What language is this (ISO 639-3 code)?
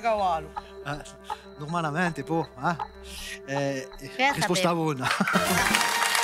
cos